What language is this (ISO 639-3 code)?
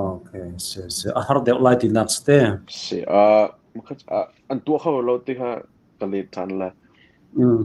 cnh